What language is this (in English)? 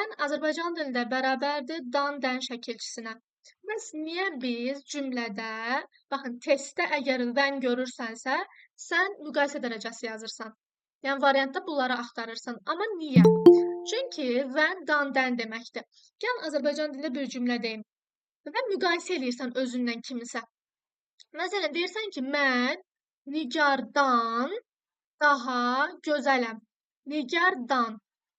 Azerbaijani